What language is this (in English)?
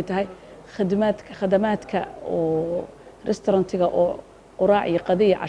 Somali